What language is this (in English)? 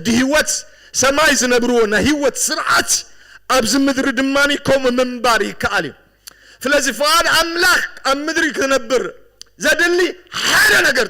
Tigrinya